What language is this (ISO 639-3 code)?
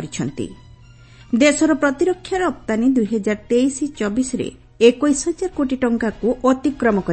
ori